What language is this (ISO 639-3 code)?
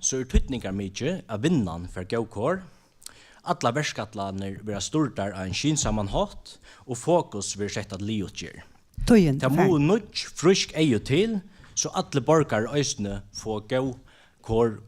fao